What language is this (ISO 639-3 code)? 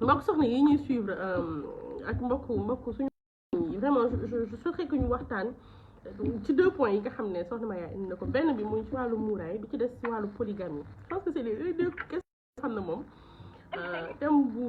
wol